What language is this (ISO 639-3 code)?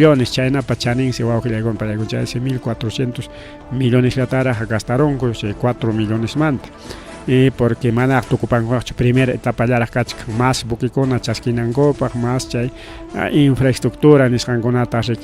quy